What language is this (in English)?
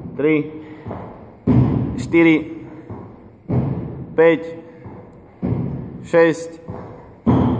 Slovak